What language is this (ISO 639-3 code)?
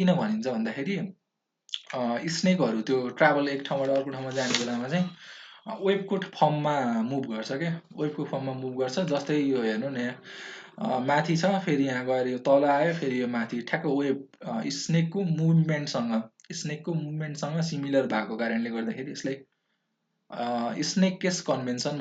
nep